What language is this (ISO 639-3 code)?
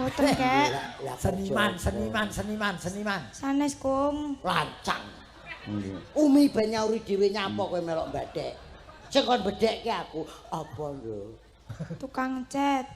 jav